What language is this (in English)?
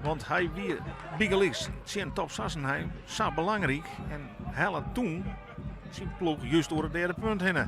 Western Frisian